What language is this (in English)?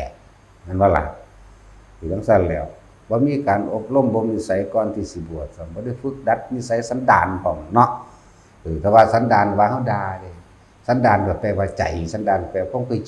Lao